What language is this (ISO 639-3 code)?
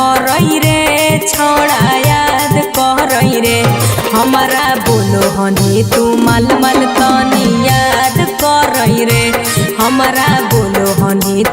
mag